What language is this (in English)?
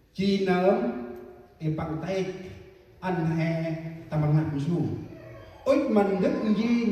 Central Mnong